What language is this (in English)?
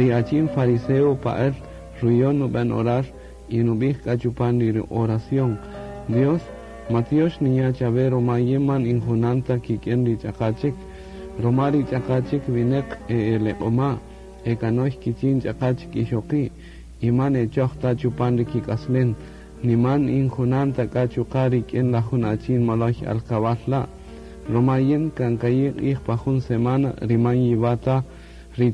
Kaqchikel